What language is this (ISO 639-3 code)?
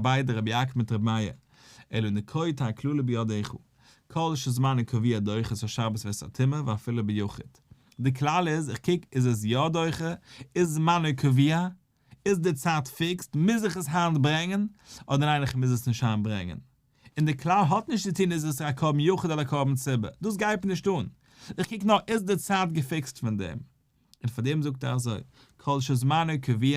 yid